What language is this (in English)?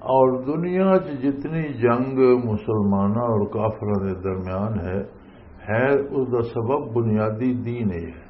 Western Panjabi